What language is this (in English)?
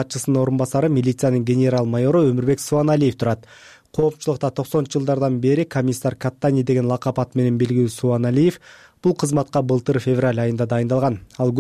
Kyrgyz